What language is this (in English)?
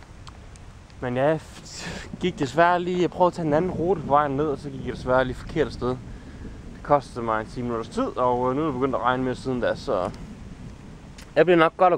Danish